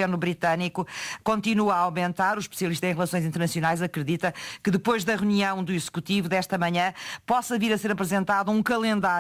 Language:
Portuguese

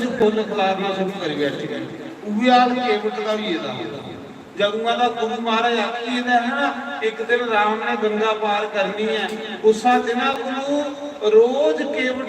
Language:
Dogri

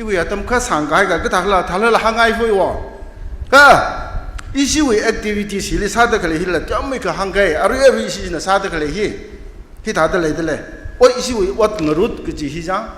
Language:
Tangkhul Naga (India)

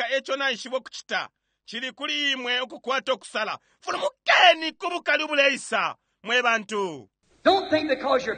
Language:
Bemba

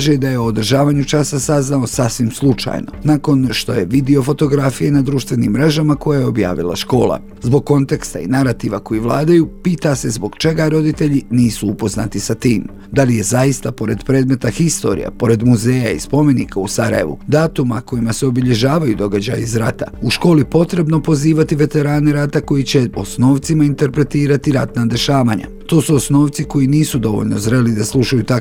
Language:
Bosnian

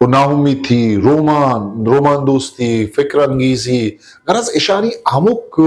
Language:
Eastern Balochi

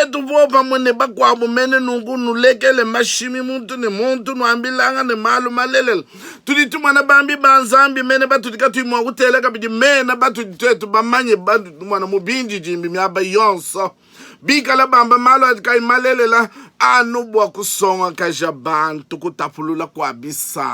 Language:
Luba-Lulua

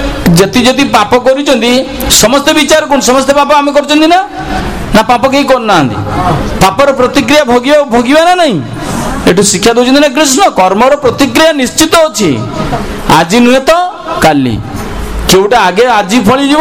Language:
Odia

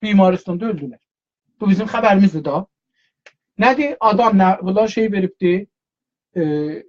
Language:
South Azerbaijani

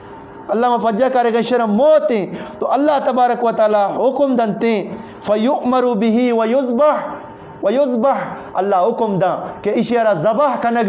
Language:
Eastern Balochi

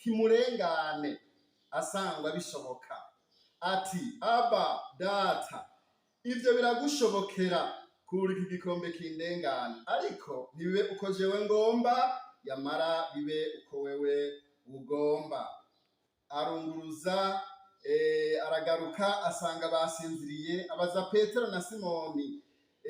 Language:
Rundi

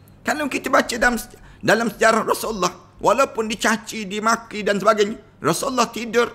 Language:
Malay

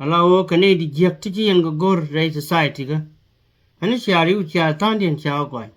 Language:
Nuer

